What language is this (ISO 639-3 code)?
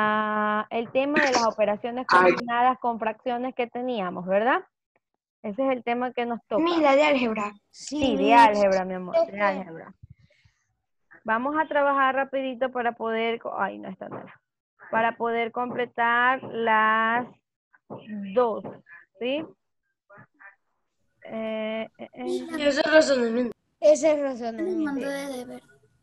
spa